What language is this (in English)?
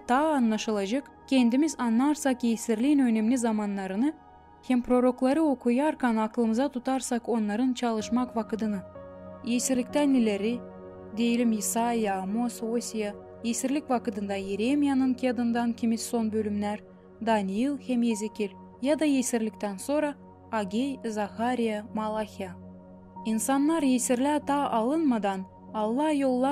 Gagauz